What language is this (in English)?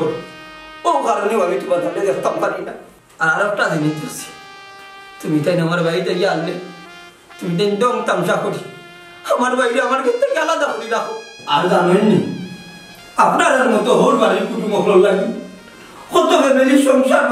Sylheti